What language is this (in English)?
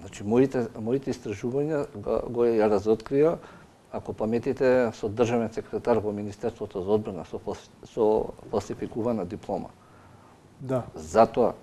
Macedonian